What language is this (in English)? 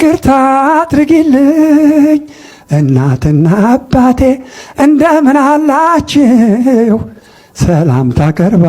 Amharic